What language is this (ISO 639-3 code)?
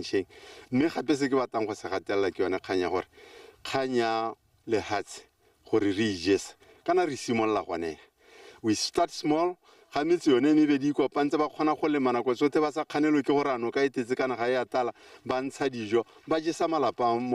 tsn